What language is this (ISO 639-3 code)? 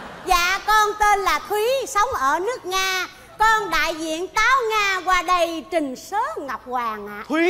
vie